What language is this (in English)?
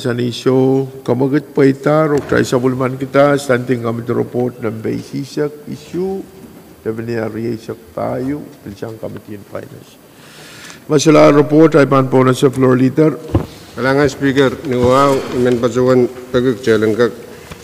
Pohnpeian